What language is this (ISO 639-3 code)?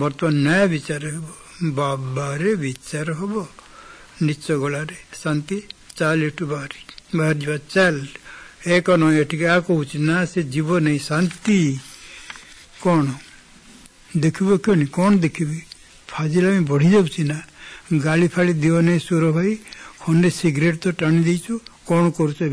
ori